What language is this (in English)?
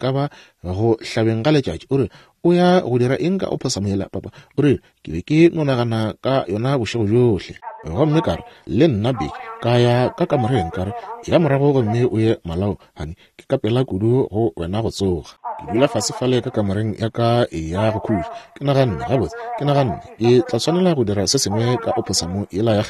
Northern Sotho